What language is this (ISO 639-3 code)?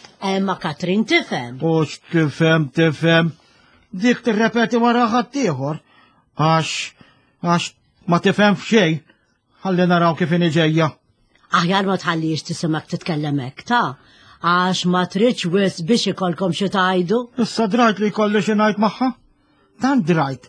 mlt